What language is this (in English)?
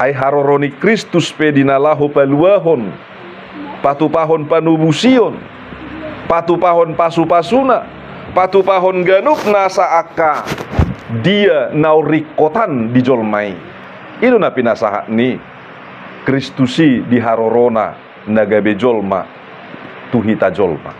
Batak Toba